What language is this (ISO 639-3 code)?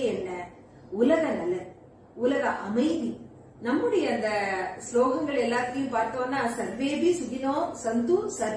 tam